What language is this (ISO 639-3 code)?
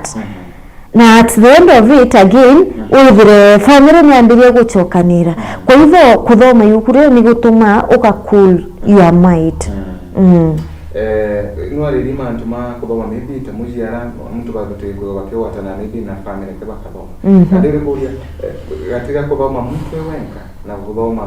mer